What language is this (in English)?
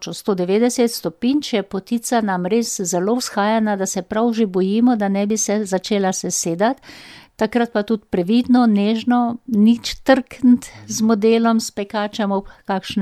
Slovenian